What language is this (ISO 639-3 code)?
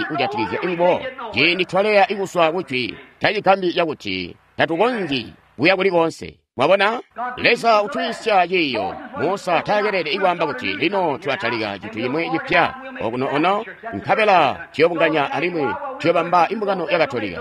toi